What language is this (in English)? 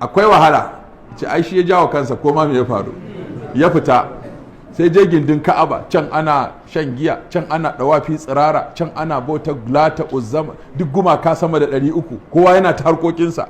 Hausa